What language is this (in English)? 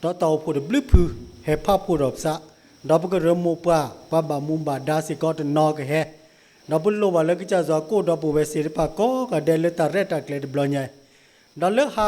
S'gaw Karen